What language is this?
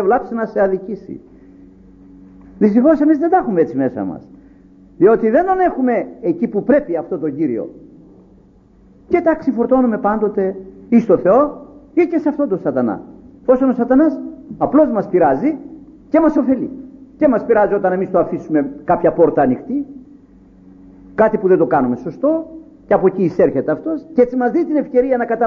Greek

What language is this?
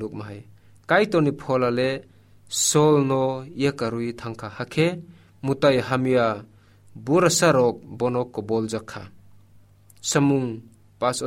Kok Borok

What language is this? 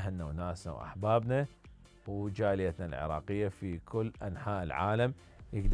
Mesopotamian Arabic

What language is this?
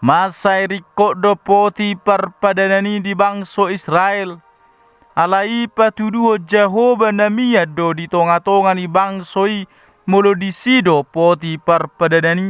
Batak Toba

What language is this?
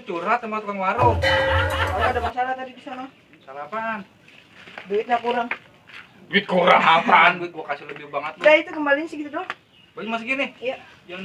Betawi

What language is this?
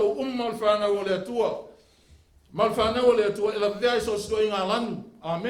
Samoan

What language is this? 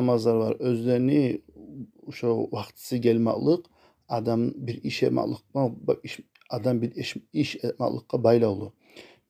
Kumyk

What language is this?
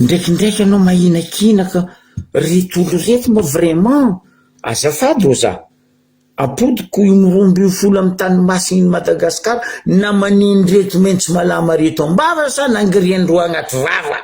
Malagasy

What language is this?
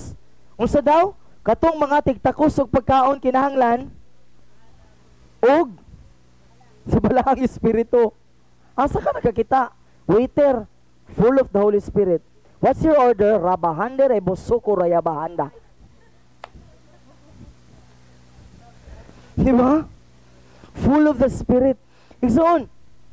Cebuano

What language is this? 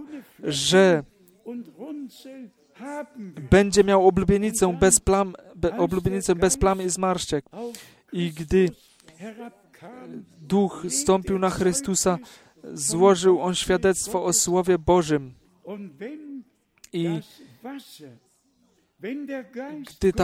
Polish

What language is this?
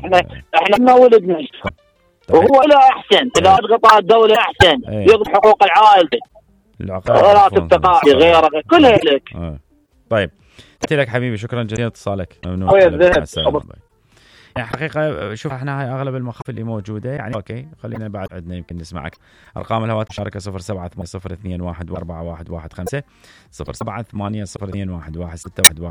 Mesopotamian Arabic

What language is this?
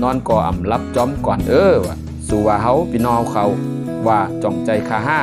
Shan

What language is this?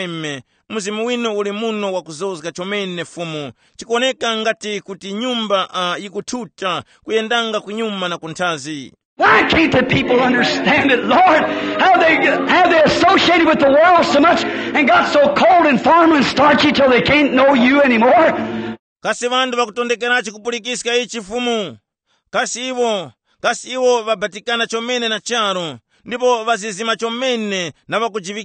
Tumbuka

